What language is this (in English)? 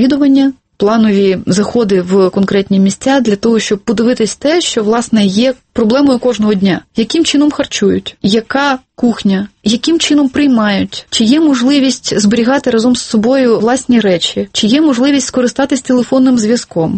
Ukrainian